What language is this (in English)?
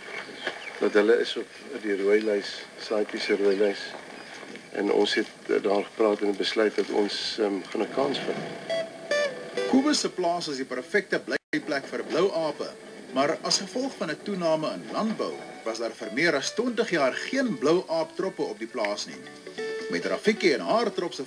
Afrikaans